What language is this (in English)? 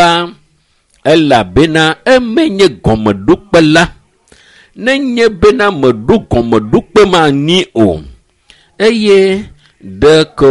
Ewe